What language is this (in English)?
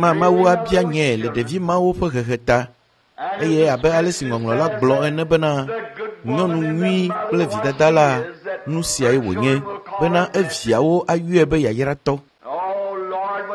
Ewe